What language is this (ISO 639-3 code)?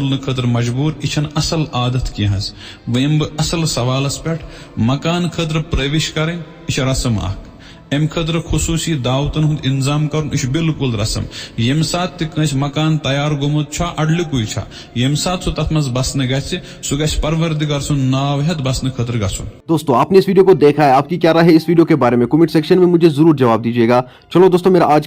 kas